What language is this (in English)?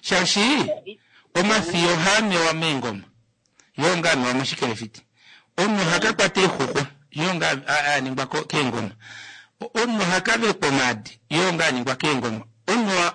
Kuanyama